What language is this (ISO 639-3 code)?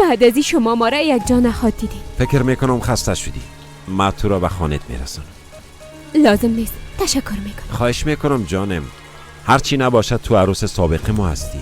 fas